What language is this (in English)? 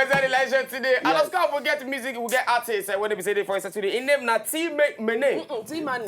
Nigerian Pidgin